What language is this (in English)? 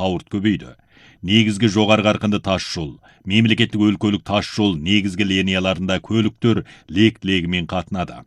Kazakh